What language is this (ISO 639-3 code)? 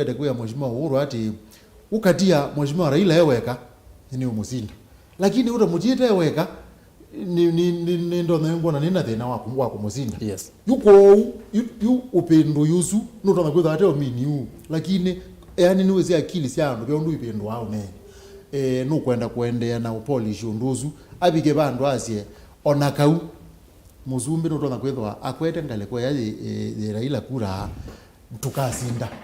kam